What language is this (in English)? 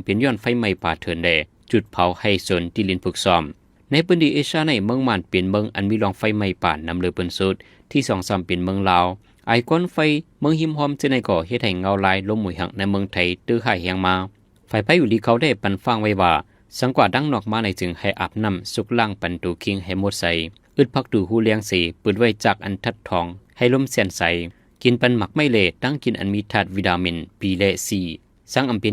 Shan